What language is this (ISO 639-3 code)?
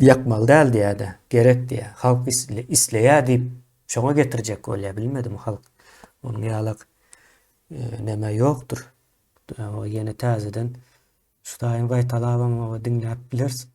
tuk